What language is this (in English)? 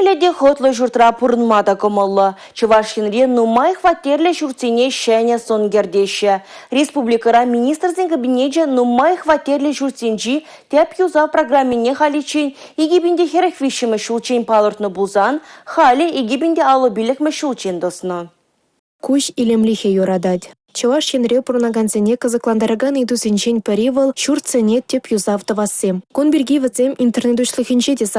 Chuvash